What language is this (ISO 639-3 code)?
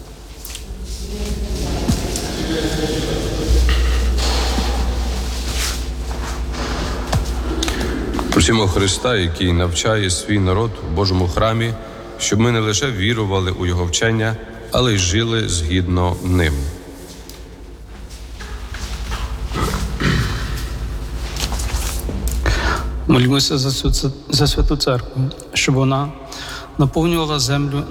ukr